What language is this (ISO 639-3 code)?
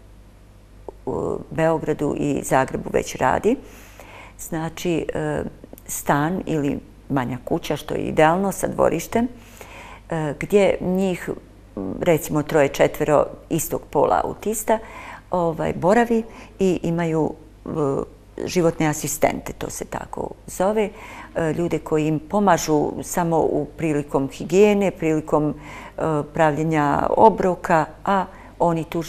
bos